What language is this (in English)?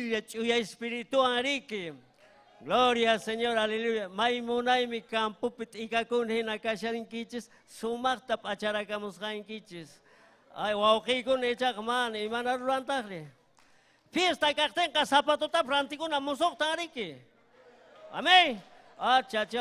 Ayacucho Quechua